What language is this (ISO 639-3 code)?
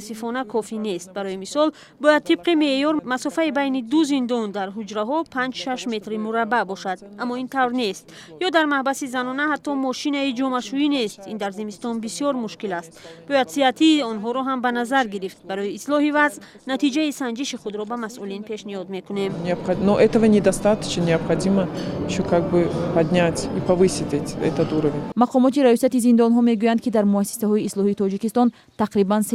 tgk